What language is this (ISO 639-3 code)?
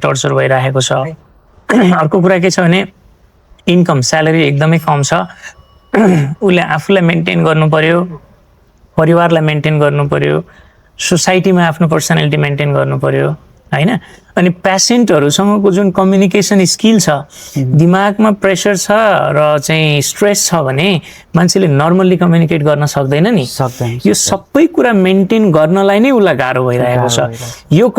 nep